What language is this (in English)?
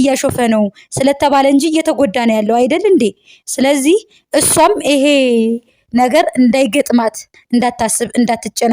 Amharic